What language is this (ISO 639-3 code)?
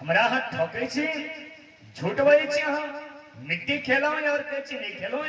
mai